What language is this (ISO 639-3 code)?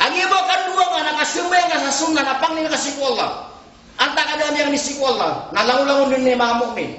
mrw